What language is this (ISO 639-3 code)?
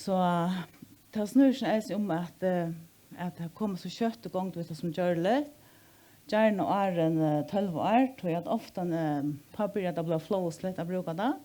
fao